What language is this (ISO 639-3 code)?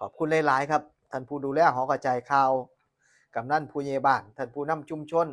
tts